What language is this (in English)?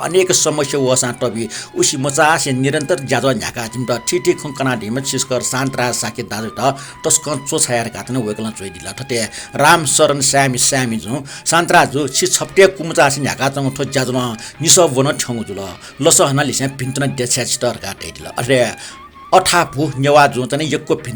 Newari